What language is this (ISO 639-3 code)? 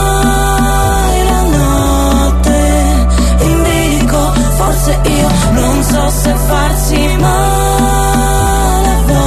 ita